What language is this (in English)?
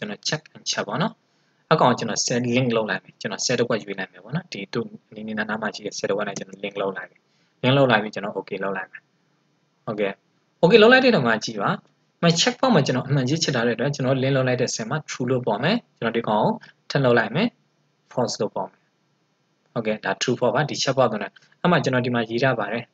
Burmese